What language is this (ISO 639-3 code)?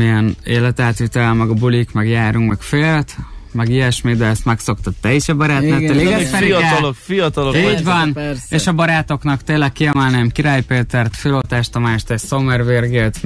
hun